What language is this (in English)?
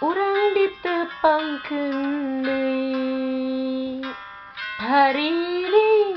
Sundanese